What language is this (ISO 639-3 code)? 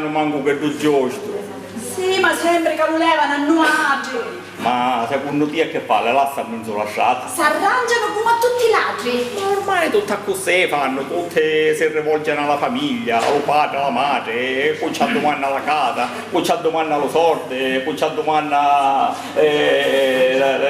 scn